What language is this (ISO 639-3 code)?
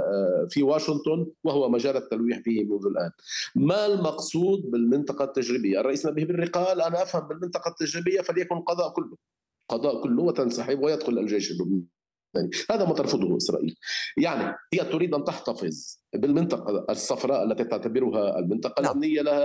ara